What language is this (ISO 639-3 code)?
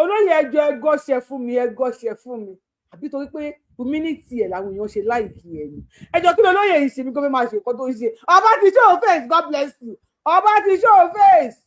yor